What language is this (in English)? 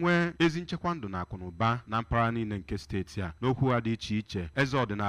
Igbo